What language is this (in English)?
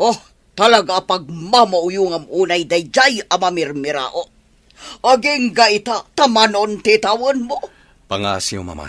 Iloko